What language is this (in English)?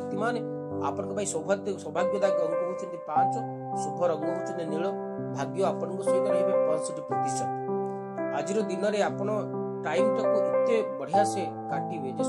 Odia